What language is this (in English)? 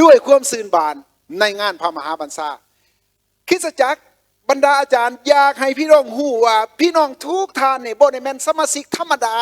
Lao